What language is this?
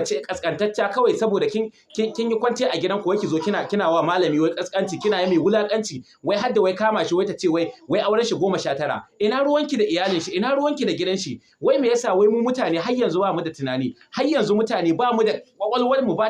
Hausa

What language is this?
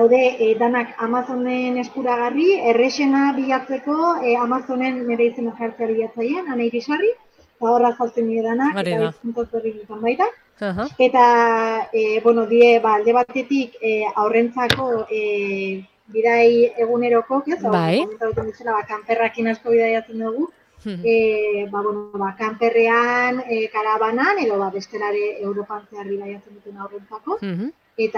Basque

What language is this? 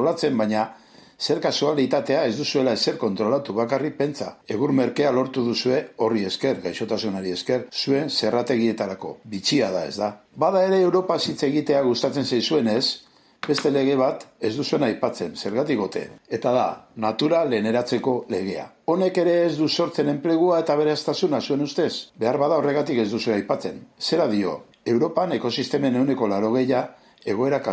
Basque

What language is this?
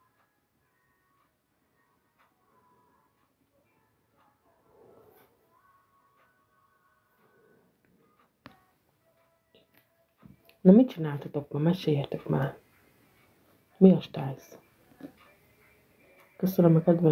Hungarian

